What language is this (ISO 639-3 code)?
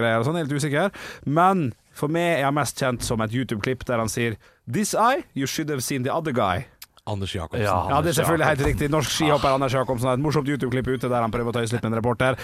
nor